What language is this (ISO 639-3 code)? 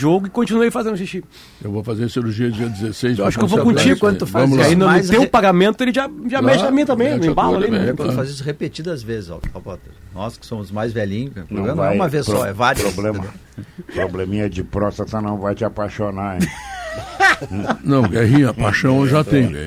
por